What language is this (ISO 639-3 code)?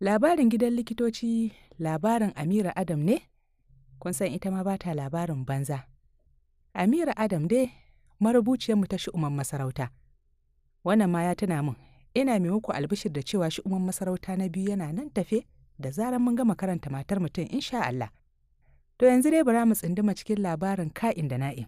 hau